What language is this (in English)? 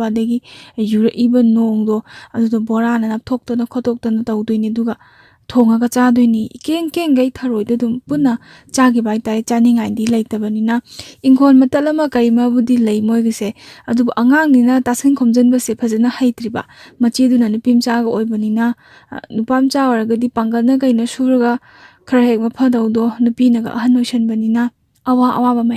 Manipuri